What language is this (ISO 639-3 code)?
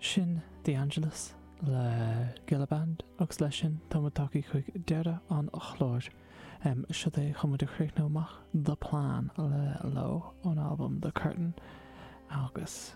gle